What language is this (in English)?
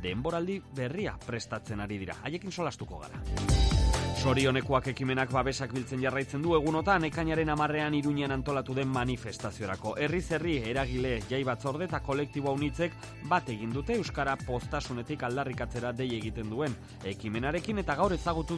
Basque